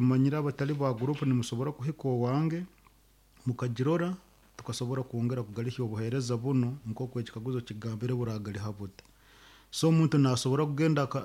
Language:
Nyoro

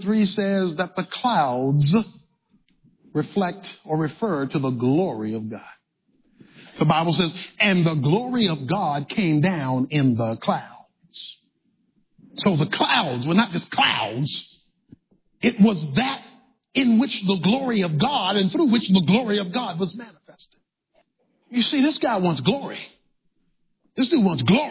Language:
English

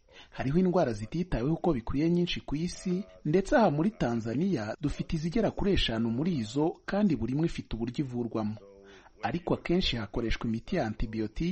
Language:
Kinyarwanda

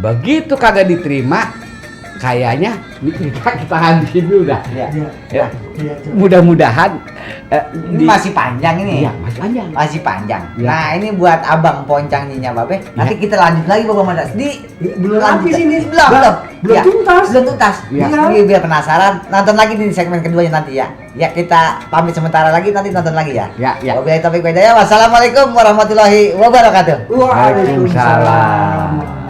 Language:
Betawi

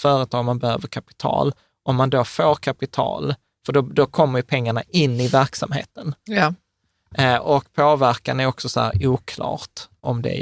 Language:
Swedish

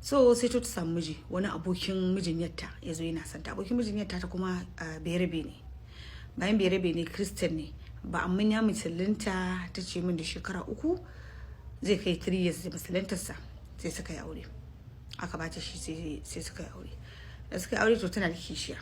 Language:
Hausa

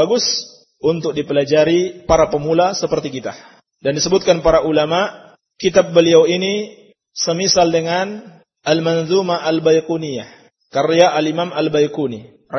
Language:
Indonesian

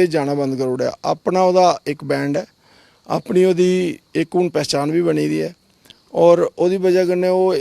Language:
Dogri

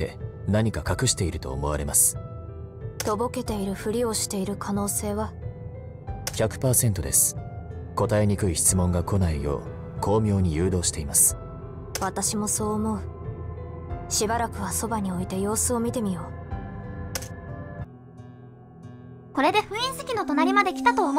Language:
Japanese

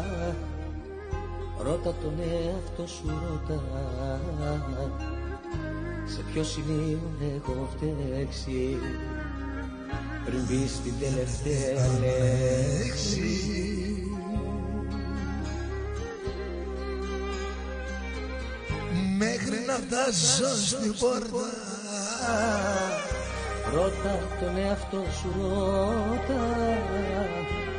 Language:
Greek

